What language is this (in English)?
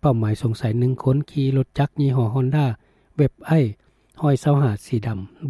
Lao